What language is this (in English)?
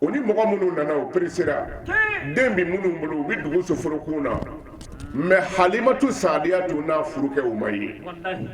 Bambara